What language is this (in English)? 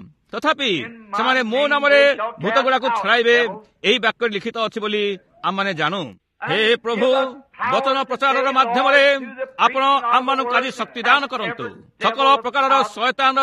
Odia